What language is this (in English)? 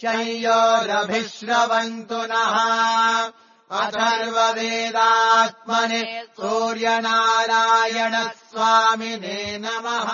Sanskrit